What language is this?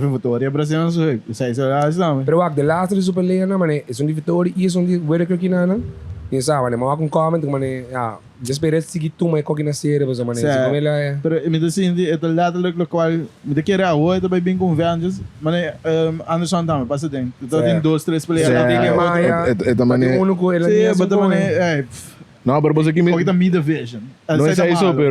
Papiamento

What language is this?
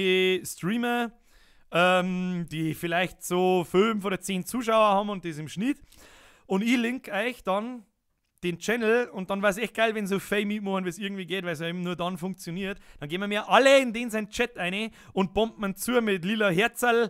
Bavarian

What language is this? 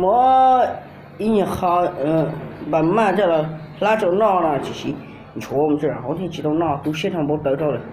Hmong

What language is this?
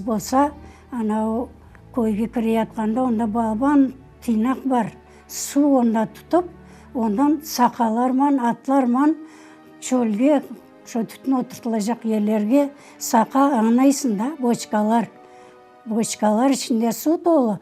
Crimean Tatar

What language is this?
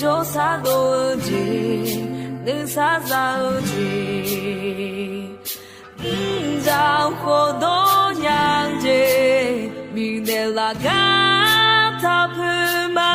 Akha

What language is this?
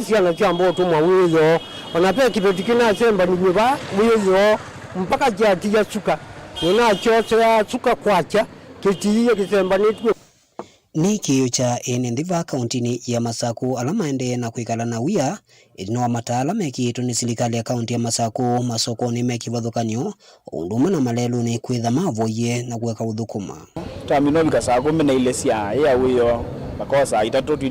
Kamba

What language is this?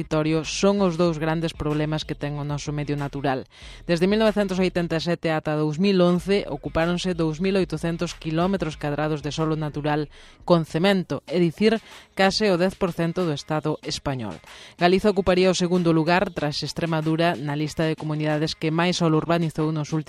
Galician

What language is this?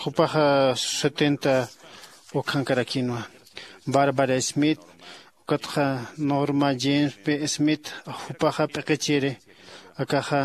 Aymara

